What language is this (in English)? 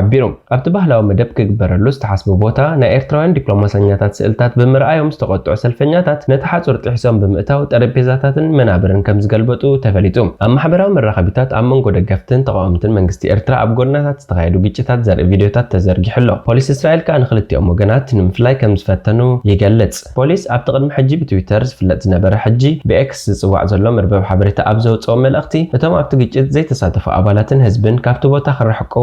Tigrinya